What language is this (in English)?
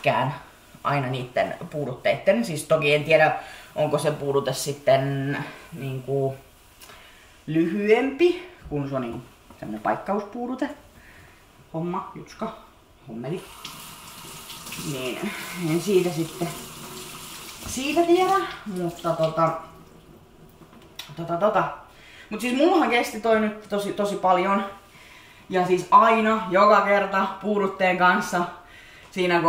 Finnish